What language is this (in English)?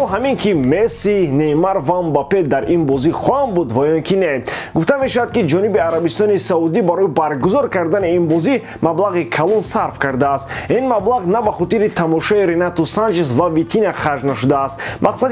Tajik